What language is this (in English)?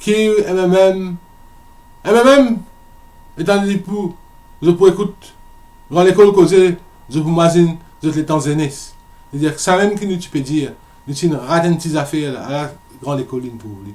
Morisyen